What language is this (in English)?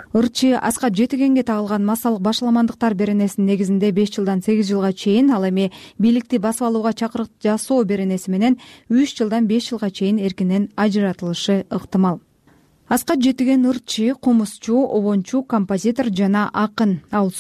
Kyrgyz